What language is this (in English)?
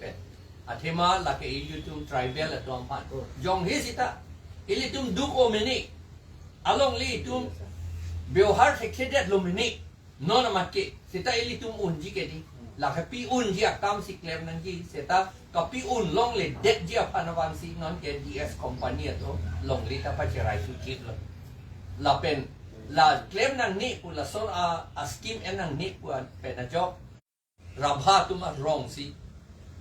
Karbi